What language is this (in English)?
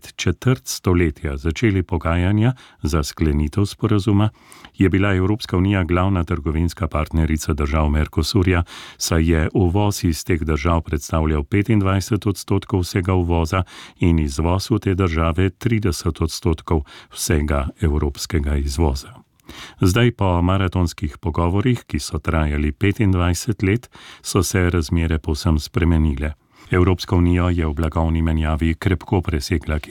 Slovenian